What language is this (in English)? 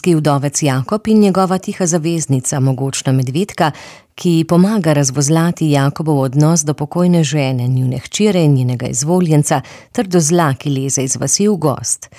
Slovenian